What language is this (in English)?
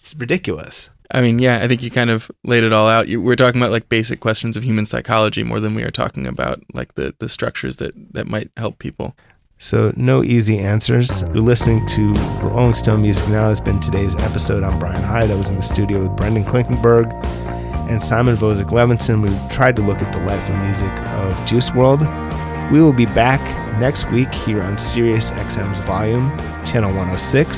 English